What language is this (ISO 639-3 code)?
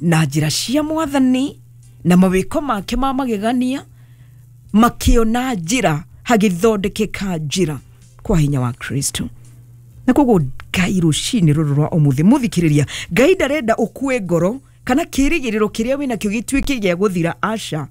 kik